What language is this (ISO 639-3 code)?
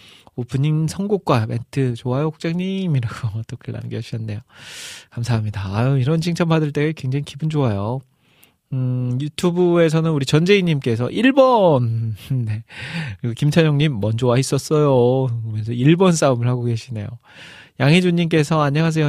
kor